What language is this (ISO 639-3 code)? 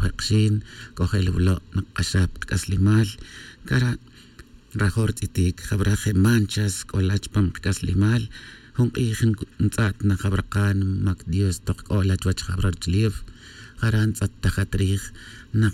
tzj